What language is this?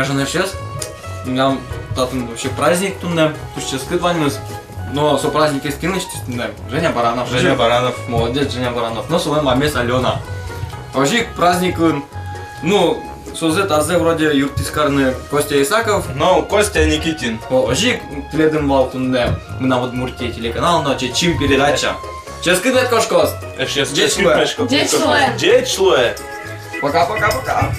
Udmurt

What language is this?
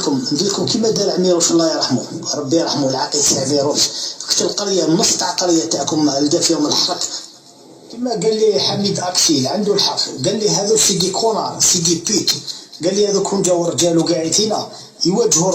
Algerian Arabic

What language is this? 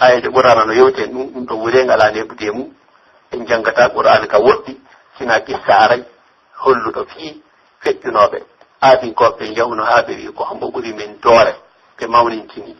Pular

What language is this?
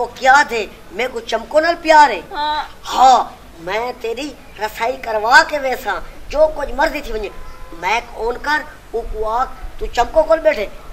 Punjabi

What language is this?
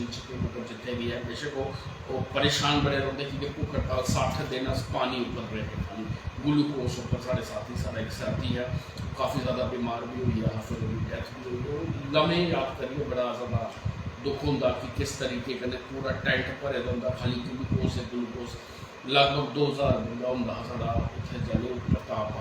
Dogri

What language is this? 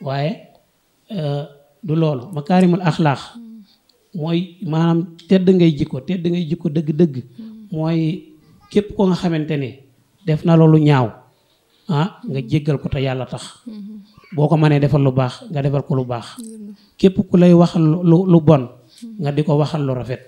Wolof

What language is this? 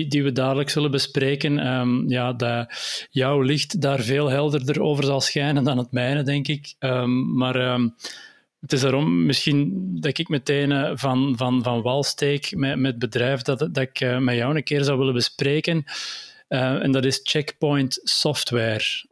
Dutch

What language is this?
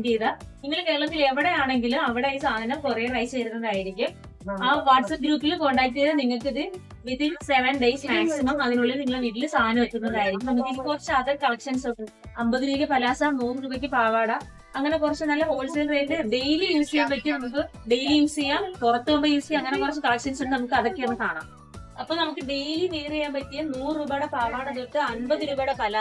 Malayalam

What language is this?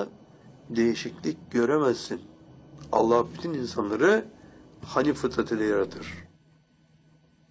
Turkish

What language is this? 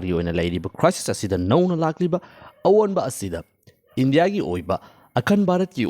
Manipuri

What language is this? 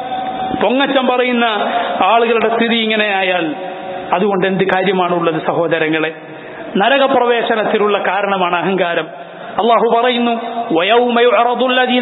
Malayalam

